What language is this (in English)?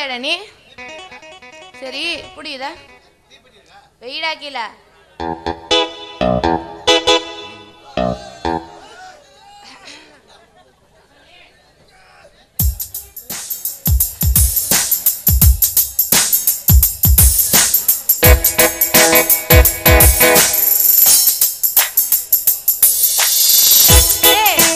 Tamil